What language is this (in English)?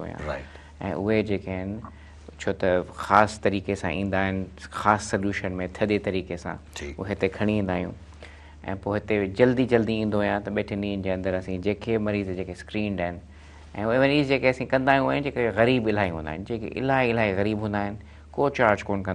Sindhi